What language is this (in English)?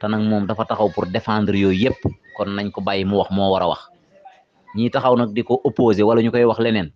Wolof